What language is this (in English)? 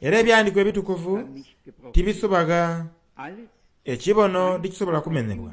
Soga